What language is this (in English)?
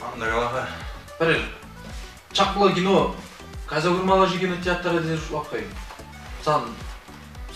Chuvash